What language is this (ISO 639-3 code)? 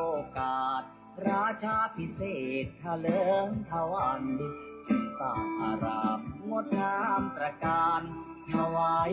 pli